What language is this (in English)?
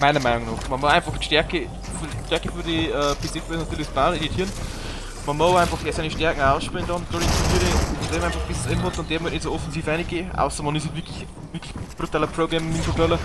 Bavarian